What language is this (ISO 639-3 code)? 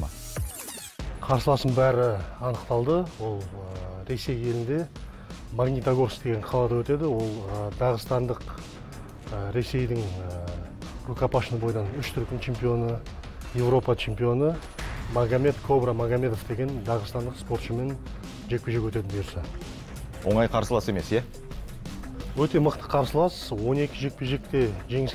kaz